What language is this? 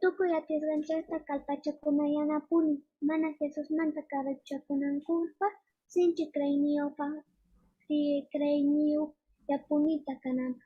Quechua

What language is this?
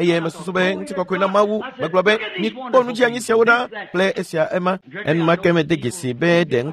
Ewe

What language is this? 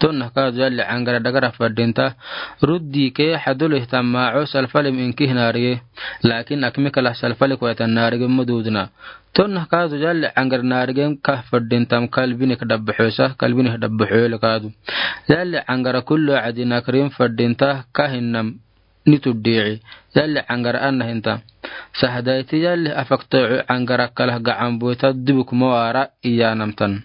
Afar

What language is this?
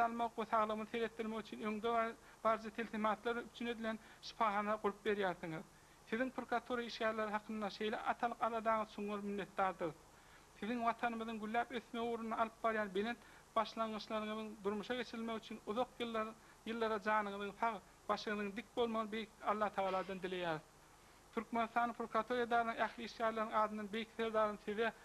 Turkmen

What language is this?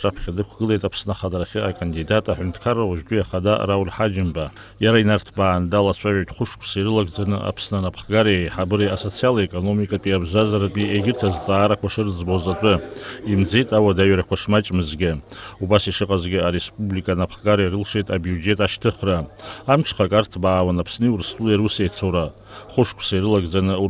Abkhazian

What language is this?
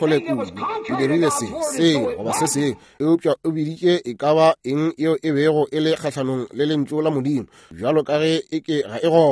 Northern Sotho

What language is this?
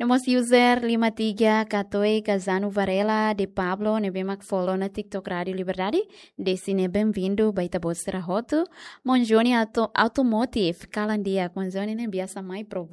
Tetum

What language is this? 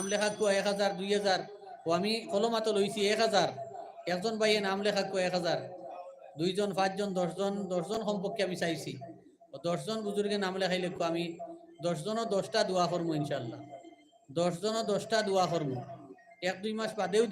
Sylheti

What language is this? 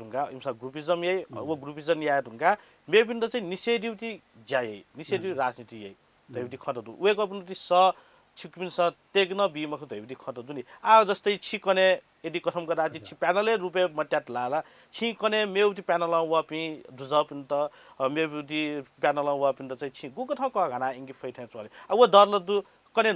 Newari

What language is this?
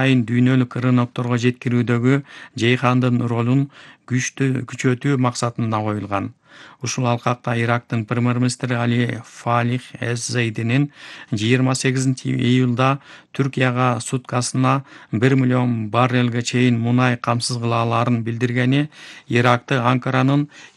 Kyrgyz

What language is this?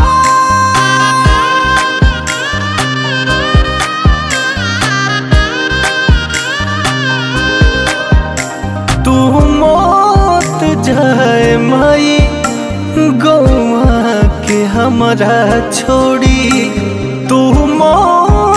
Bhojpuri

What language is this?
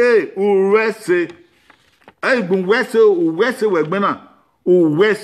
Bini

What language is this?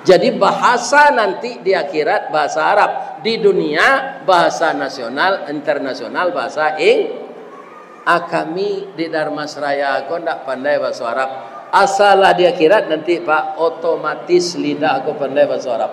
Minangkabau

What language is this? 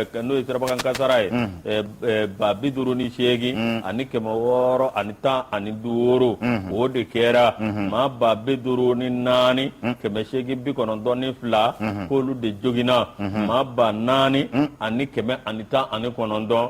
Bambara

